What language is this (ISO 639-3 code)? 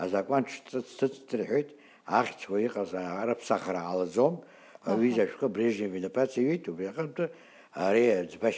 abk